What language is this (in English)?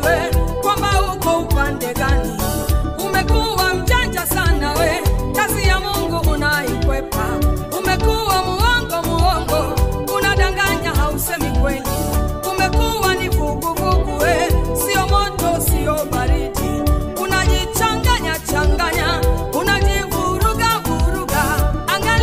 Swahili